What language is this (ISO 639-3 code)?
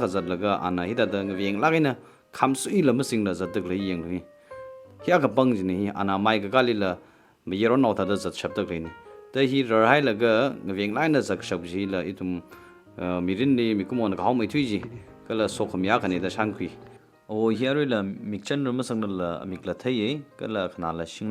nmf